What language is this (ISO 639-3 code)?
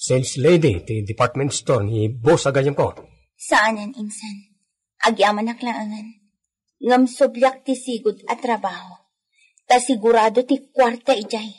ilo